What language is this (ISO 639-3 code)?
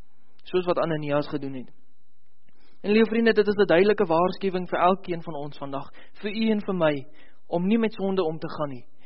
afr